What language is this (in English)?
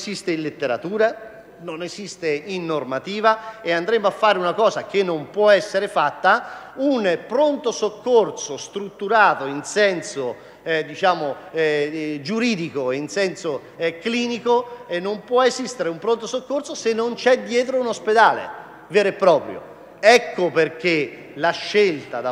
Italian